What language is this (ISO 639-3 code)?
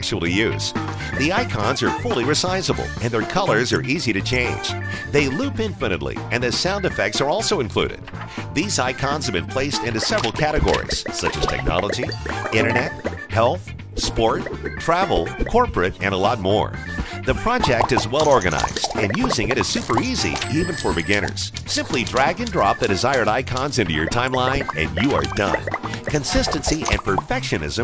eng